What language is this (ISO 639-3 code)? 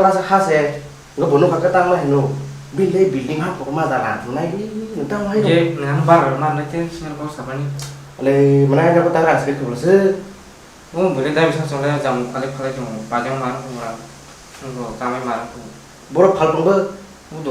trp